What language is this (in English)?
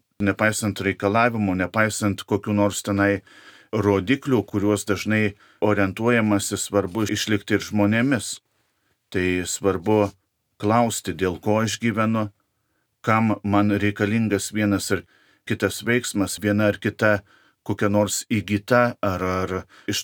Lithuanian